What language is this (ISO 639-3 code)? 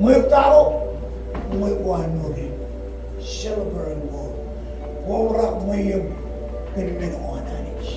mah